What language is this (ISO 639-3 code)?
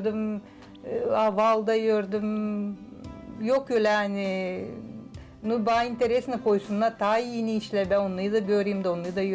gag